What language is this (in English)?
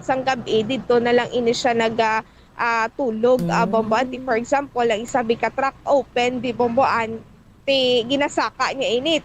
Hiligaynon